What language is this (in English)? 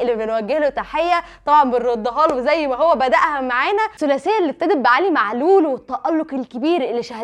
Egyptian Arabic